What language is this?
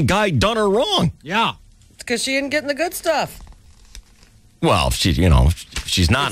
English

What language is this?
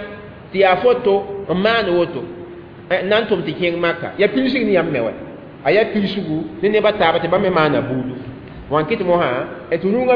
Mossi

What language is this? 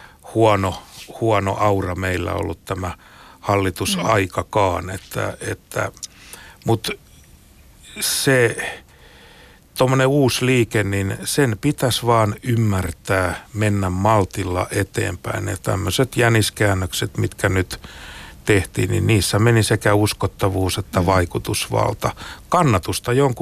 Finnish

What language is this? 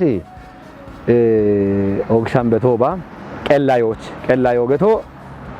Kafa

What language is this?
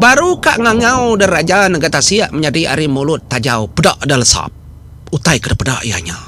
Iban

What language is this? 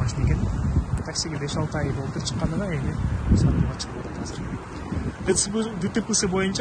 Kyrgyz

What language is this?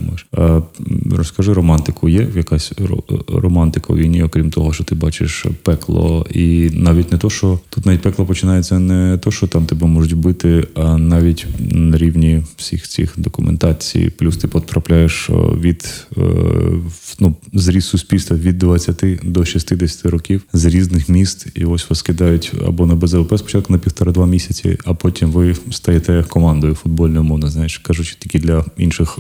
Ukrainian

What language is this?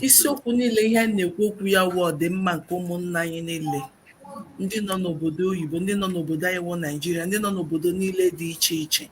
Igbo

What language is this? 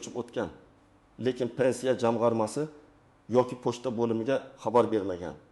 Uzbek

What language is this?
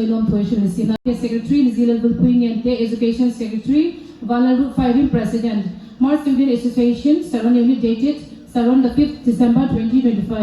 Hmar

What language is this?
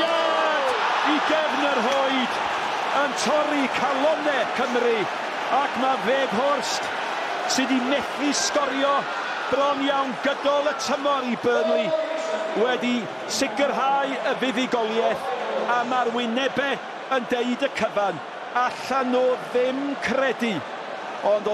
Welsh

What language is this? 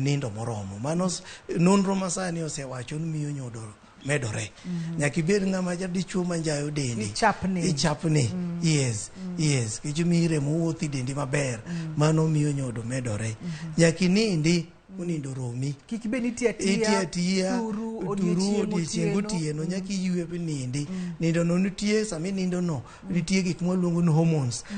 Luo (Kenya and Tanzania)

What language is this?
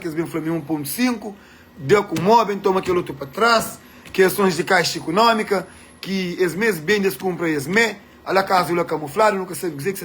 Kabuverdianu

